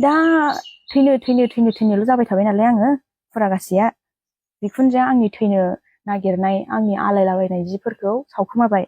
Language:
Bodo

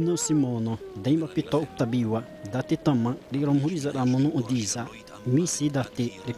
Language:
Xavánte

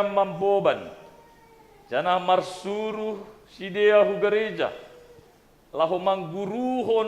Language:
Batak Simalungun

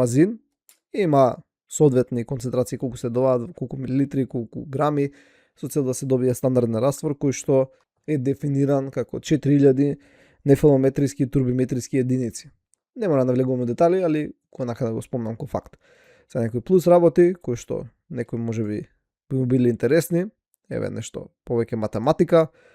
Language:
Macedonian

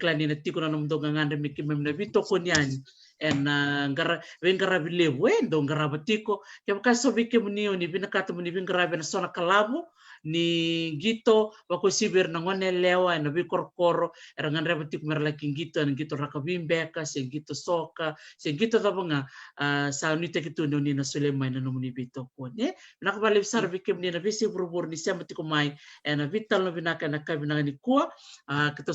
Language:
Fijian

